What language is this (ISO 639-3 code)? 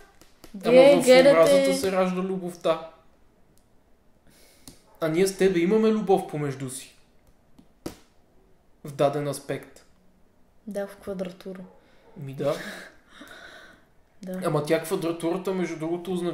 bul